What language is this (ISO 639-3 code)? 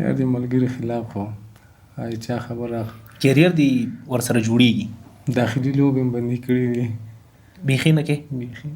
pus